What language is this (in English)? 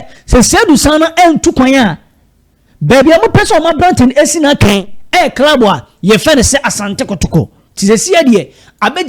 Akan